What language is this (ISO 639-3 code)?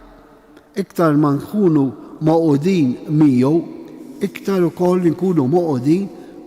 mlt